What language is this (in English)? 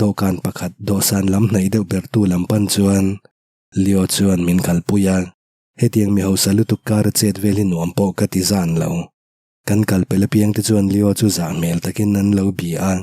Mizo